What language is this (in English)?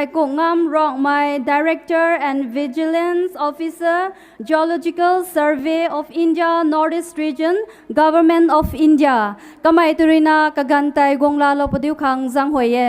Rongmei Naga